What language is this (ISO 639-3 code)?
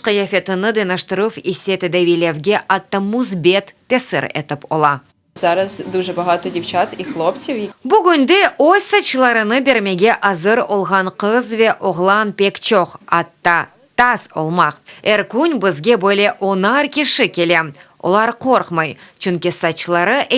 crh